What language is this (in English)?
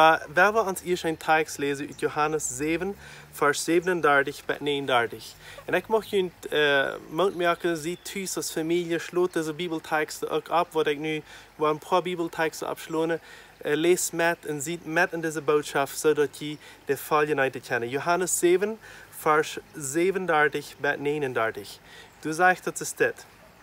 Plautdietsch